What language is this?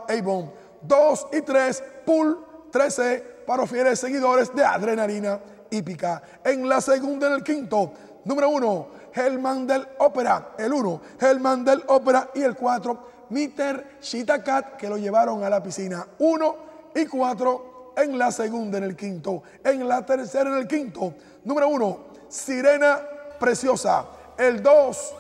Spanish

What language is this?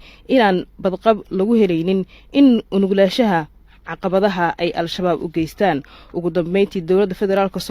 Somali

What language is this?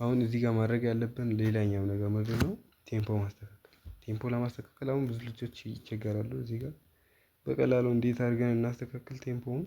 Amharic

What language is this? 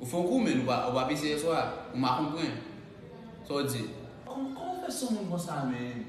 Haitian Creole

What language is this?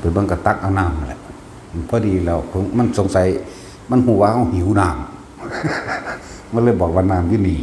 Northeastern Thai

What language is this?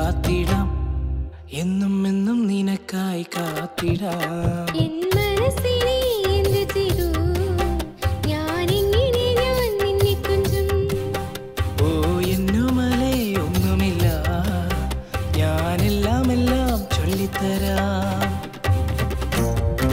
Malayalam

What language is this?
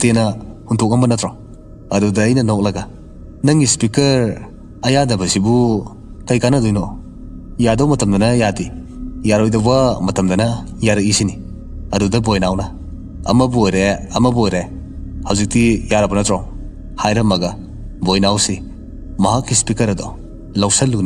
Manipuri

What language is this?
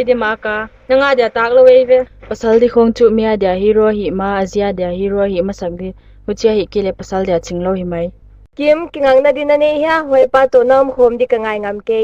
Paite Chin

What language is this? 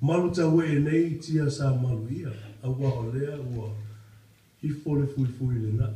Samoan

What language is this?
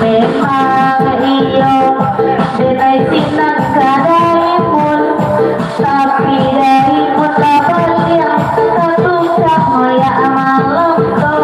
Minangkabau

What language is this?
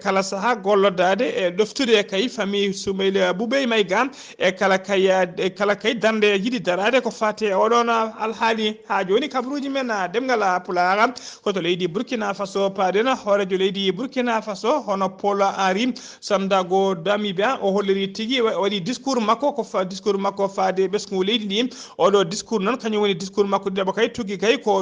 Fula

